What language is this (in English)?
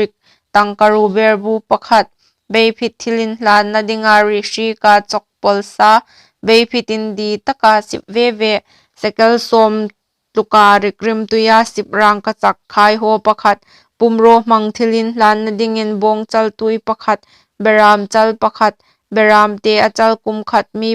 Hmar